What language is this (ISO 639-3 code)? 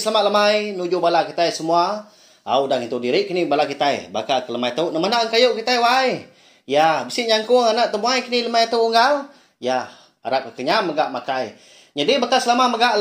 iba